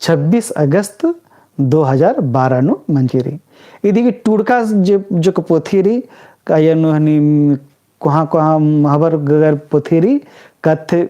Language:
Kurukh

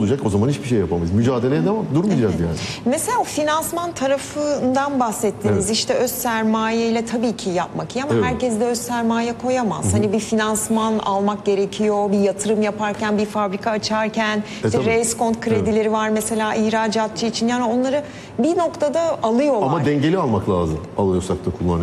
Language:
Turkish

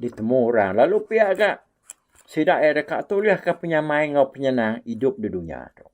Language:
Iban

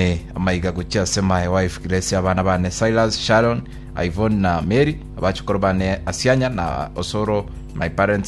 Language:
Gusii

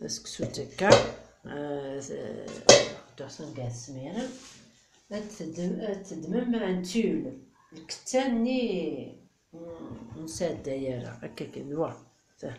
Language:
Kabyle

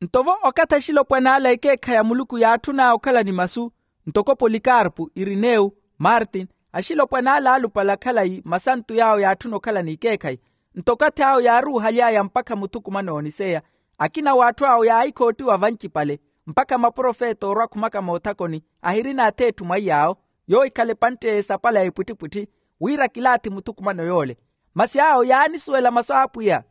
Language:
Makhuwa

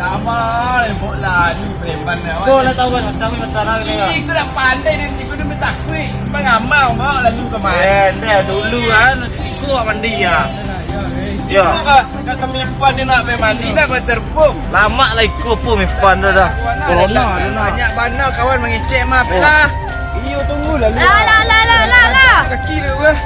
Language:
Minangkabau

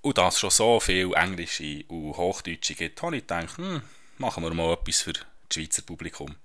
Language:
Swiss German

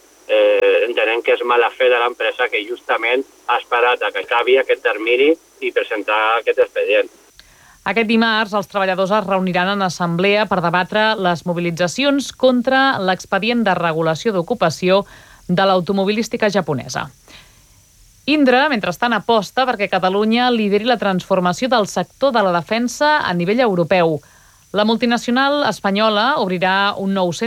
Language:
Catalan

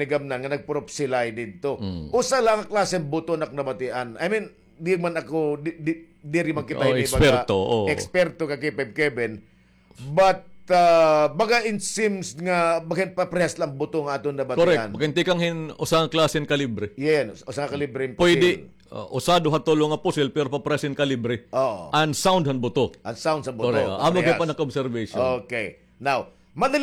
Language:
Waray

